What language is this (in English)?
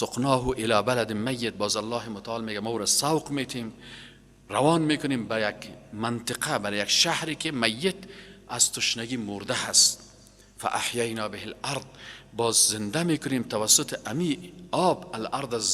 Persian